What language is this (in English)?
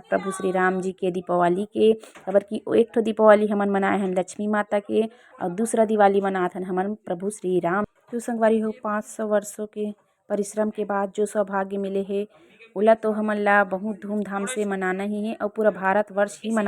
Chhattisgarhi